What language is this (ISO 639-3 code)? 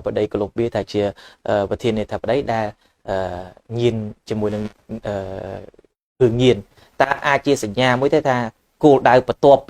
khm